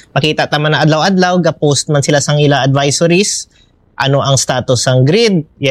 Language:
Hiligaynon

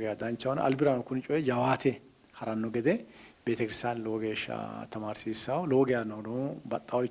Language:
Sidamo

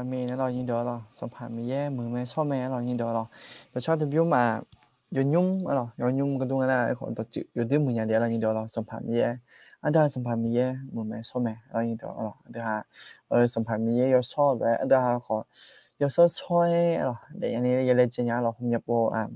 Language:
Akha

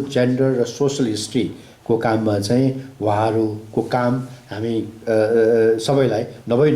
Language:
Nepali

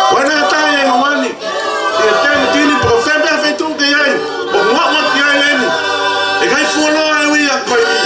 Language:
Tongan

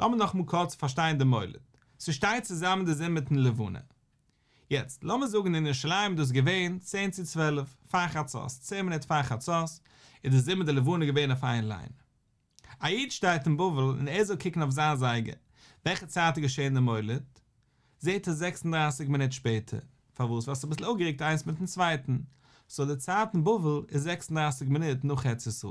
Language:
Yiddish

